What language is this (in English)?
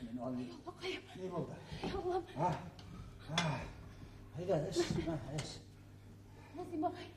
Bashkir